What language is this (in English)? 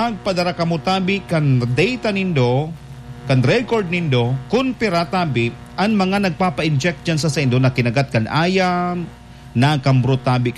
Bikol